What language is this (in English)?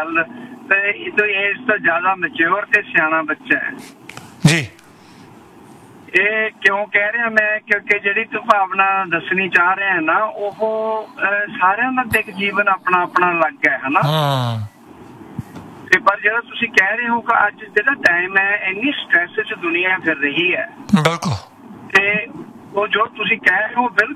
Punjabi